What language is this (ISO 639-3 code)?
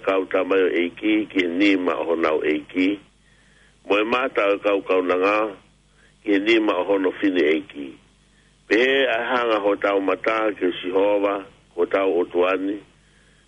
ton